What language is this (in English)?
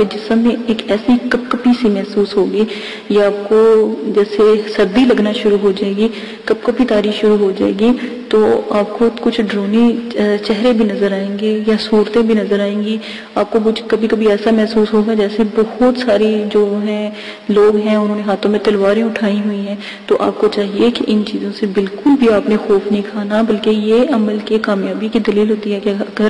Urdu